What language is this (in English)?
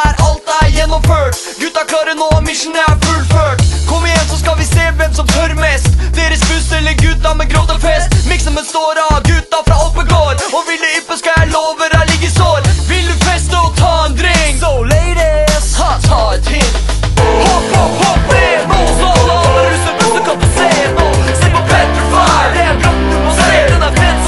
Norwegian